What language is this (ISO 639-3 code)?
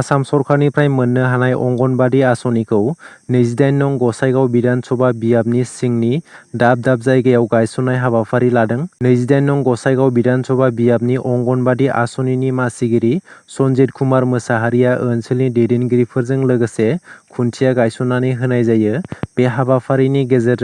brx